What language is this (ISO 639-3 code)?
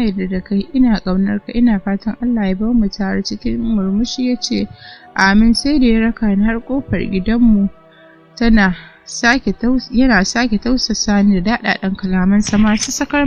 hau